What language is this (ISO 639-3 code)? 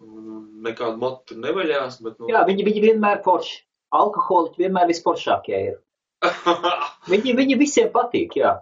lav